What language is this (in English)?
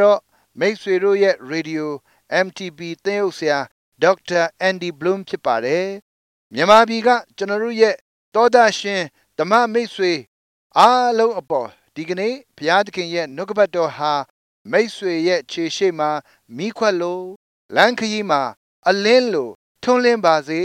Burmese